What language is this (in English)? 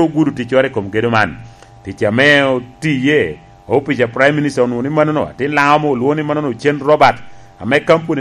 Lango (Uganda)